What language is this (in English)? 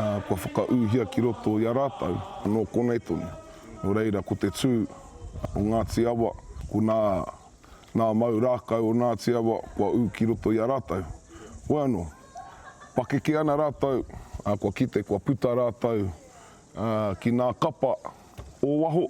Māori